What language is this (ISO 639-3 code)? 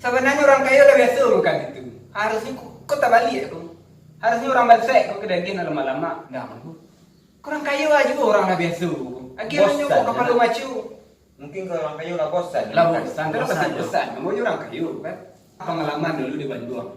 min